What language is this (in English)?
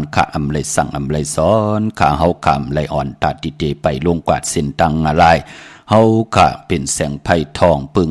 Shan